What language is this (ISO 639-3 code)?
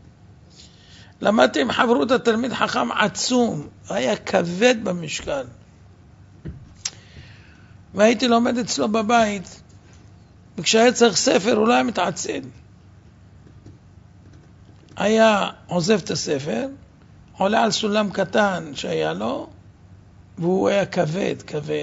heb